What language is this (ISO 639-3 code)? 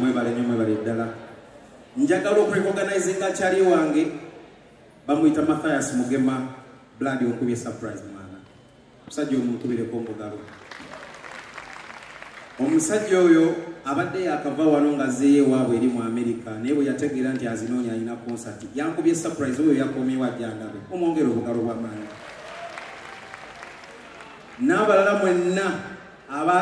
lug